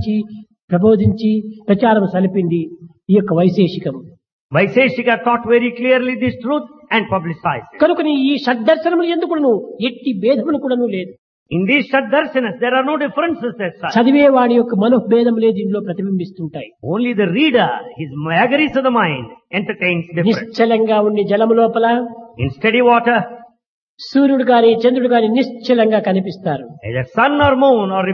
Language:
Telugu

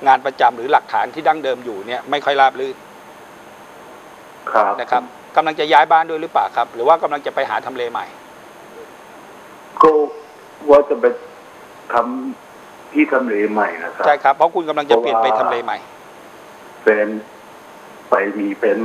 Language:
Thai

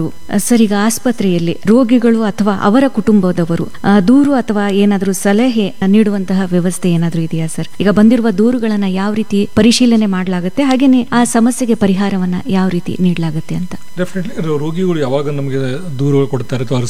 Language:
Kannada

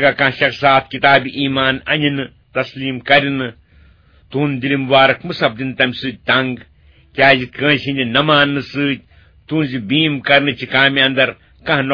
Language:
Kashmiri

